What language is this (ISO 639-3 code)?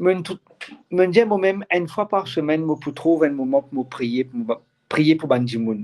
mfe